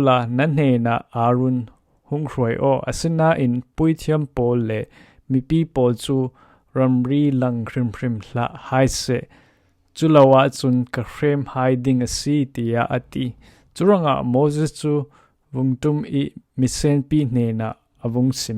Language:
Falam Chin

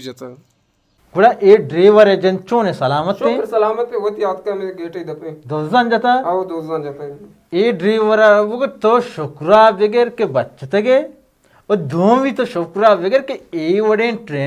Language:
Baluchi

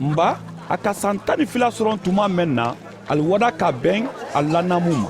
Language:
Mandingo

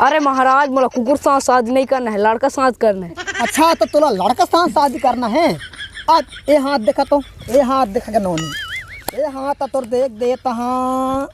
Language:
Chhattisgarhi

